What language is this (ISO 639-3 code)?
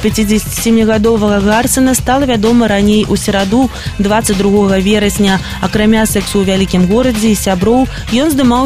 bel